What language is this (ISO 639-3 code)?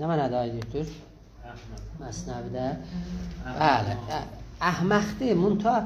azb